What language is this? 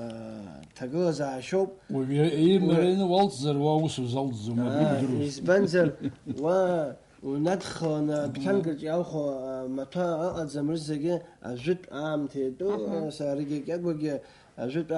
Abkhazian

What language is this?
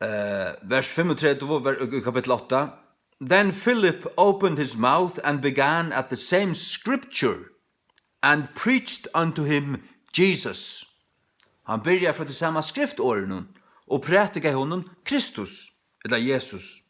Faroese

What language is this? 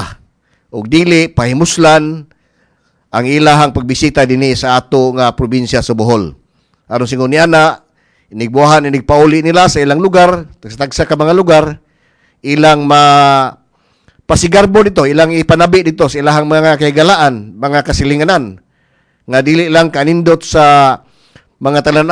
Cebuano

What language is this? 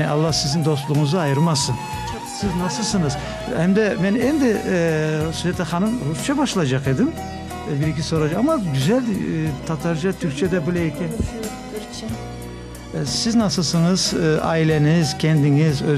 Crimean Tatar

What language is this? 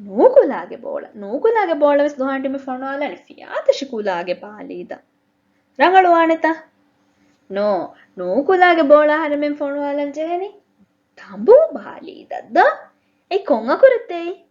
Divehi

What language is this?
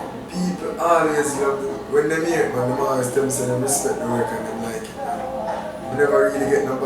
Jamaican Creole English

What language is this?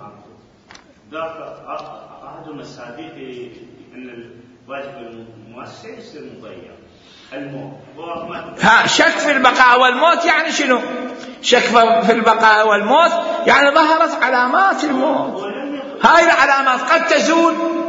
Mesopotamian Arabic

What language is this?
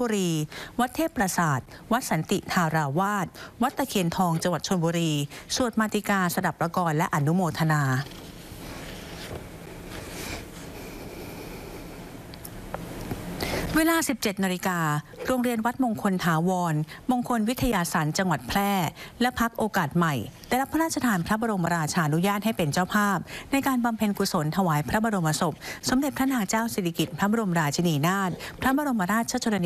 Thai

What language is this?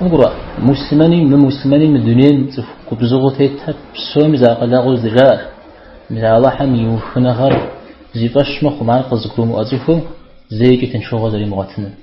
Kabardian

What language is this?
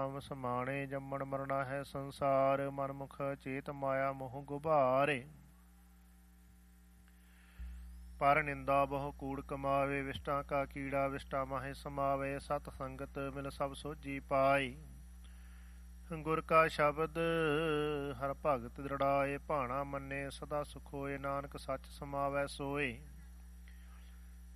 Punjabi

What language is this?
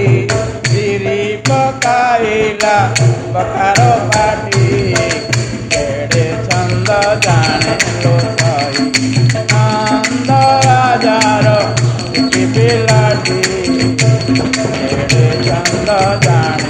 Odia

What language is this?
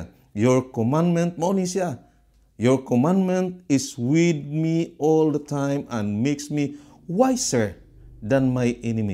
Cebuano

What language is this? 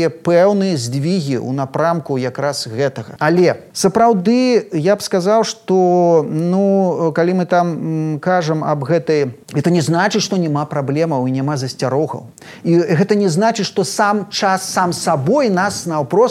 Belarusian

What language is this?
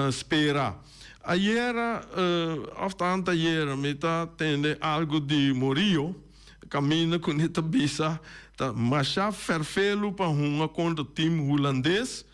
Papiamento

